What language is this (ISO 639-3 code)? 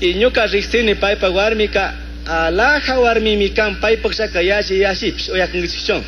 qug